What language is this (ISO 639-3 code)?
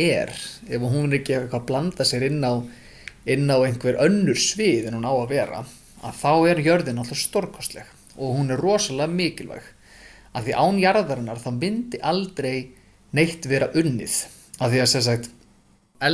isl